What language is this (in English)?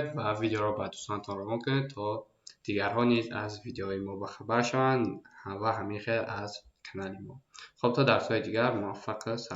Tajik